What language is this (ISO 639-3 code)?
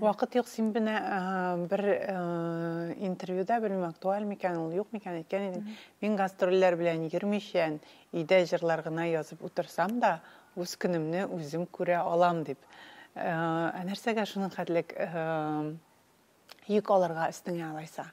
tat